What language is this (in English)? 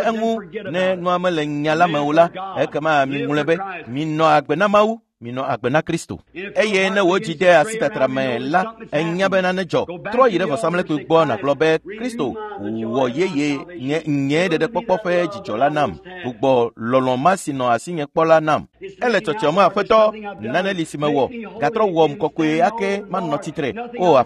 Ewe